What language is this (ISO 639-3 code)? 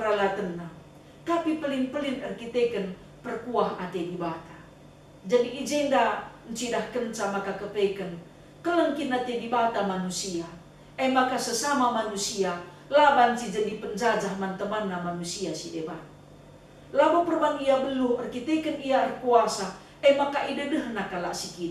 btx